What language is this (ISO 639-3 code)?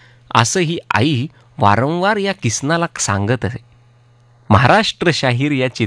mar